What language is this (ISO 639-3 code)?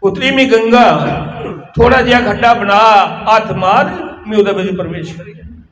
doi